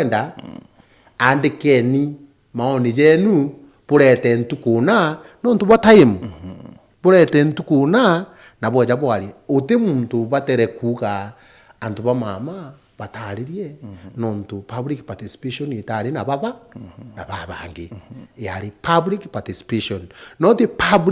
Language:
Meru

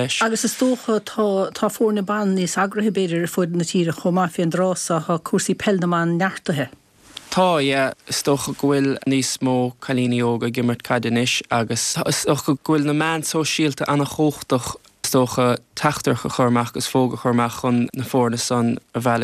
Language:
Irish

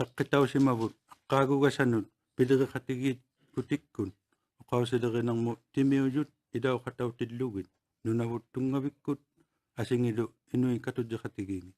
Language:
Inuktitut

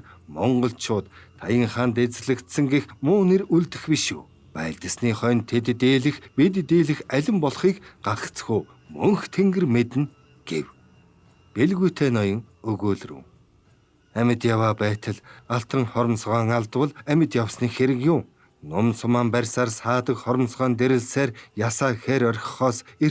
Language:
Mongolian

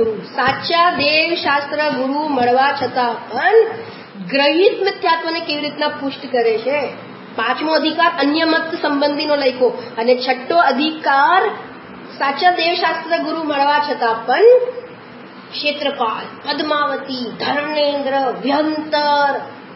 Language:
Gujarati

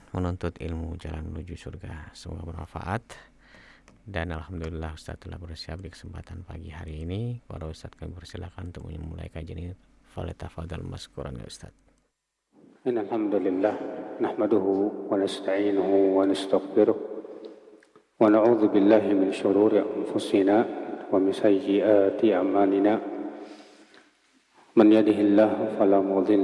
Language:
Indonesian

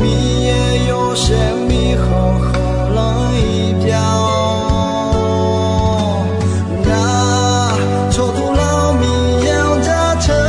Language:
Akha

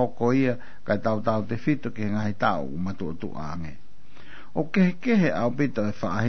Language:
Tongan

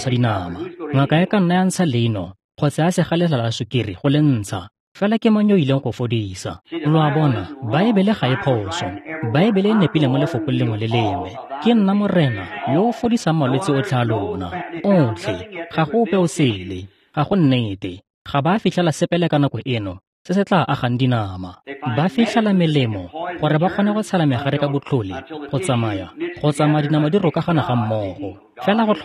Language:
Tswana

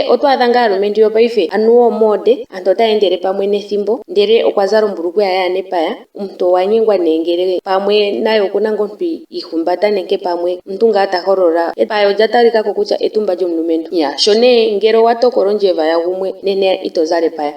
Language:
Ndonga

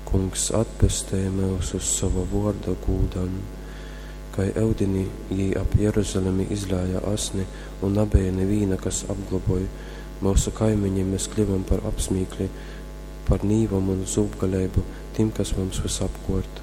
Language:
Latgalian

